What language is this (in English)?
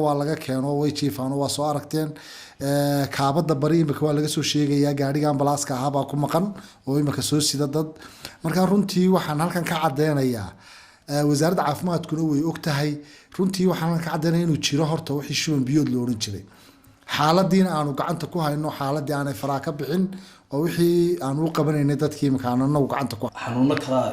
Somali